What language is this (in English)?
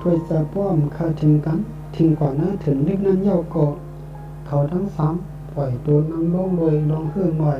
Shan